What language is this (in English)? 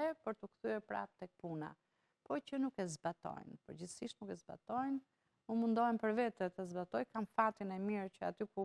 Albanian